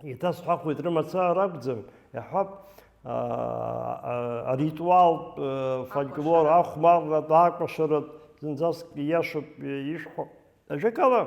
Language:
Abkhazian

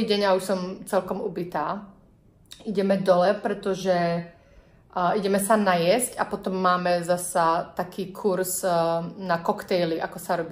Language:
Slovak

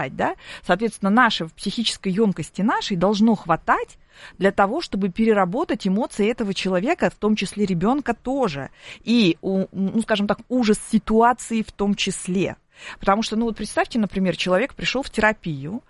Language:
Russian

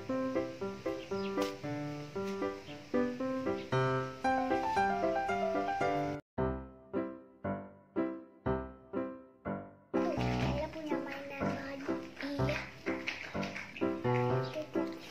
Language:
Indonesian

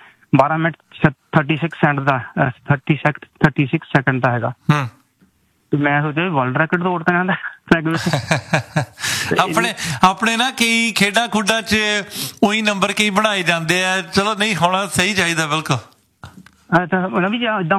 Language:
Punjabi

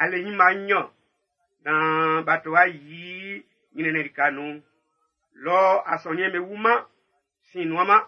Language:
Baoulé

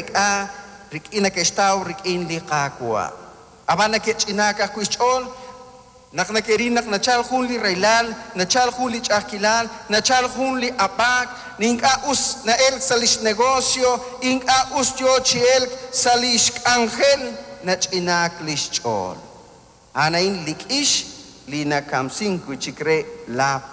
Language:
Kekchí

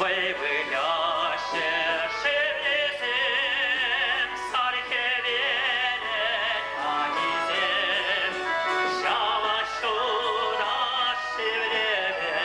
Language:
Chuvash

